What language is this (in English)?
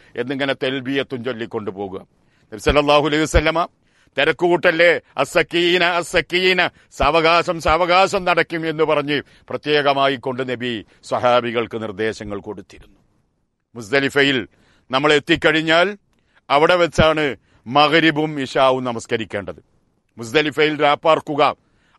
Malayalam